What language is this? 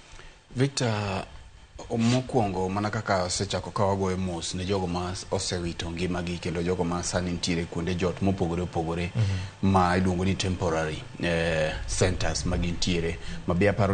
Luo (Kenya and Tanzania)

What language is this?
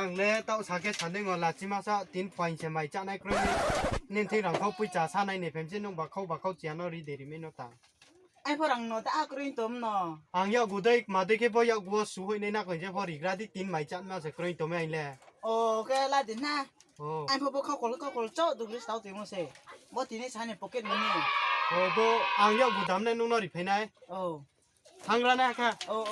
Riang (India)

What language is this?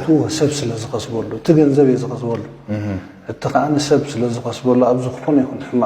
Tigrinya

